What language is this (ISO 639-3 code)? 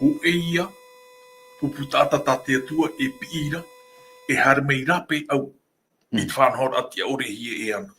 tah